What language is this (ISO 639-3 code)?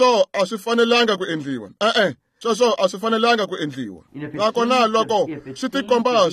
tso